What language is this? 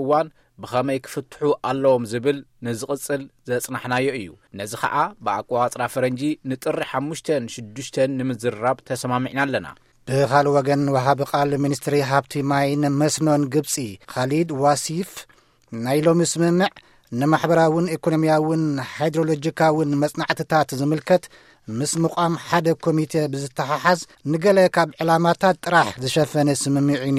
Tigrinya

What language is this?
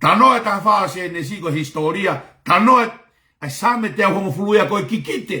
Tongan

